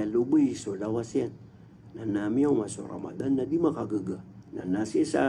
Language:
Maranao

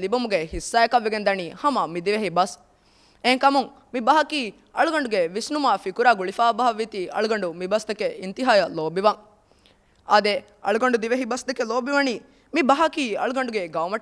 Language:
Divehi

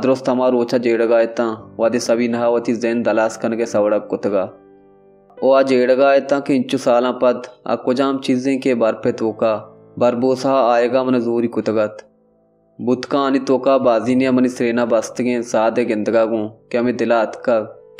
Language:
Baluchi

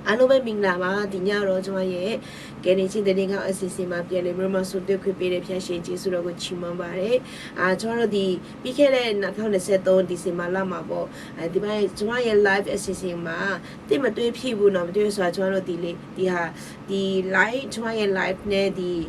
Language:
Akha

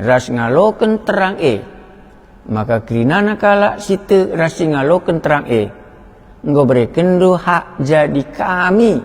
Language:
Batak Karo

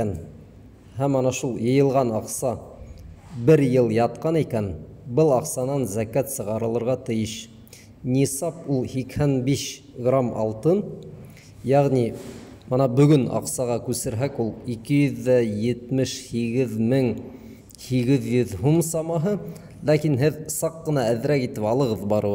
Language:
Bashkir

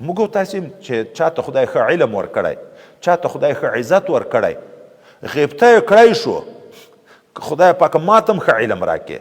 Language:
Pashto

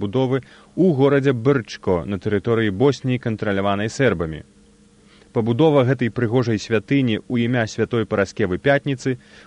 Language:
Belarusian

